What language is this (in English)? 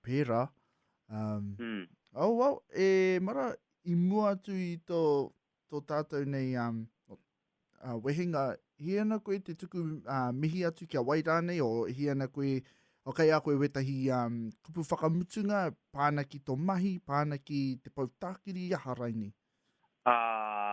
Māori